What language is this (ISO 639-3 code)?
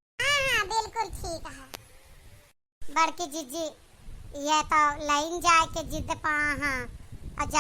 awa